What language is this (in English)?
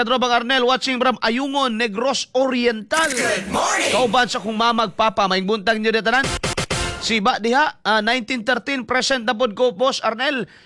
Cebuano